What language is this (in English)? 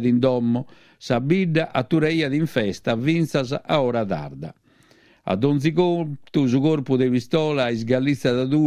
Sardinian